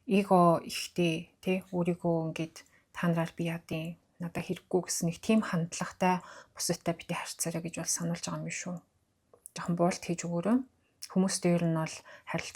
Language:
Mongolian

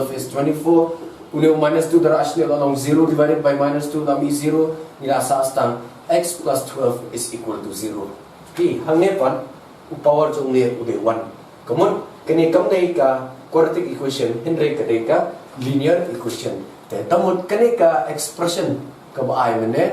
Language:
Khasi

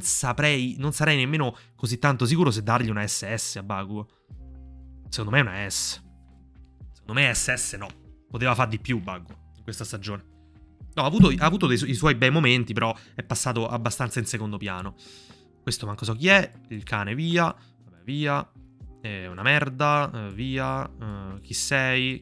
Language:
Italian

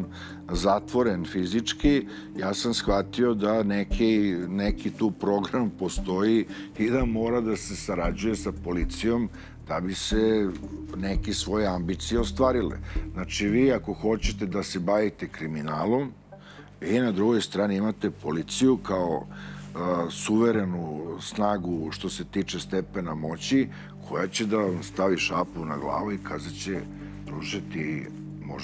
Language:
Serbian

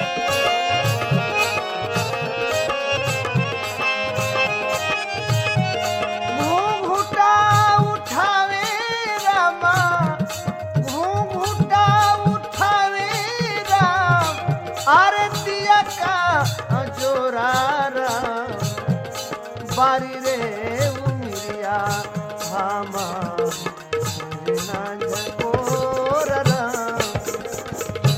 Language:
Bhojpuri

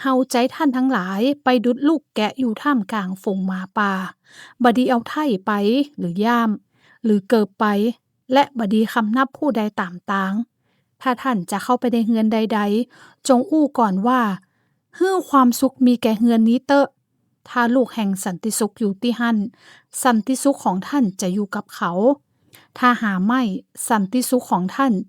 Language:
Northern Thai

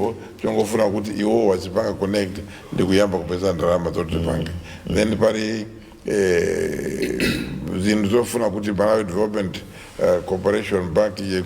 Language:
Nyanja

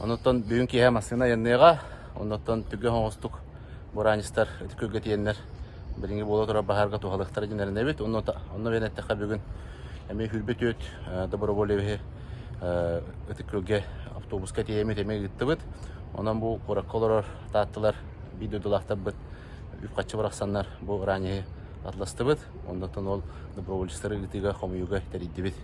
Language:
Yakut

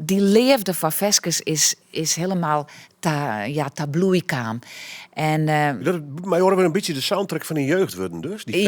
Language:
Western Frisian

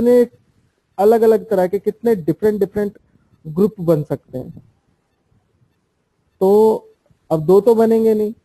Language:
Hindi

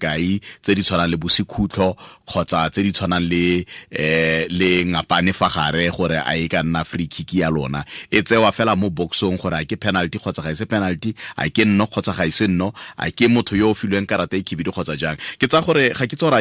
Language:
Tswana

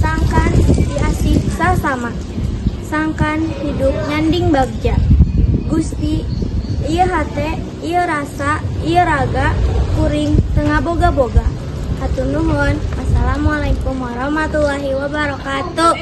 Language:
Sundanese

